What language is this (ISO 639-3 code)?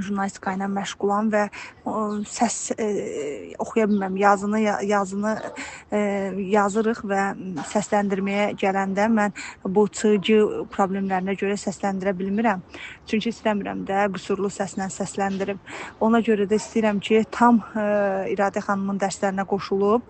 aze